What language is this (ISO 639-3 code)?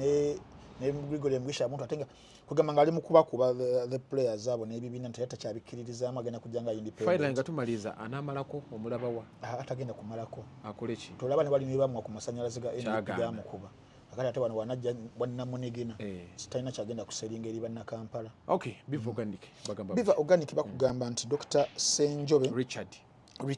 lug